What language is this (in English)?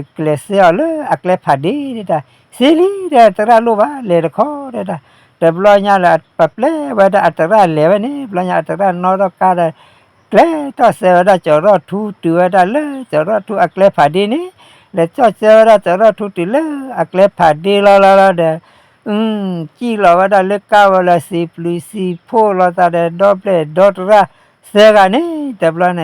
S'gaw Karen